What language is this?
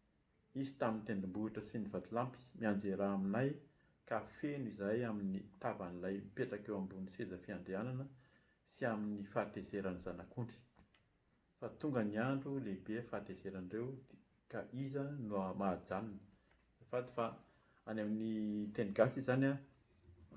Malagasy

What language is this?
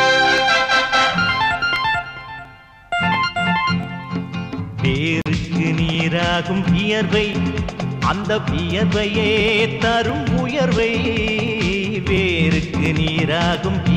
Tamil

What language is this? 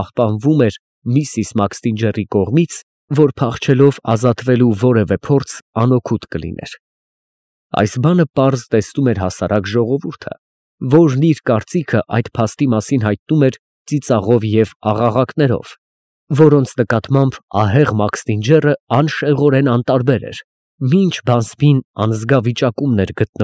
Armenian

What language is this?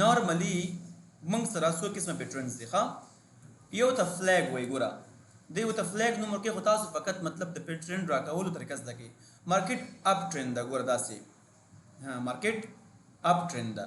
Pashto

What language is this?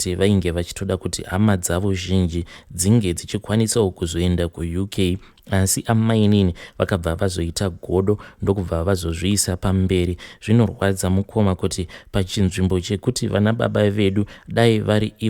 Shona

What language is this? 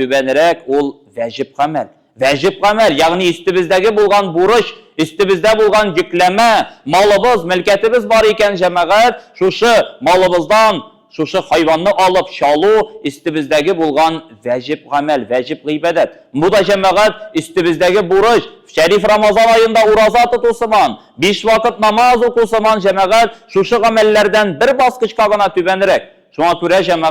Tatar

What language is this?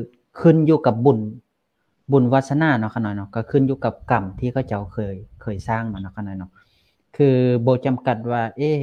Lao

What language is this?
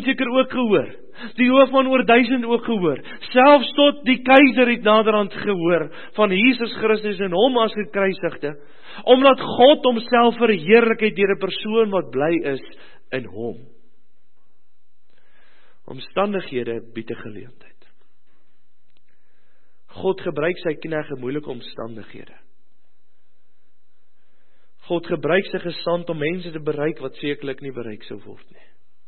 Afrikaans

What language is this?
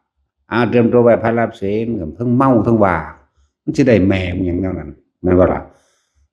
Lao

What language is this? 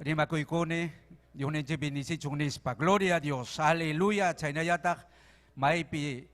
Ayacucho Quechua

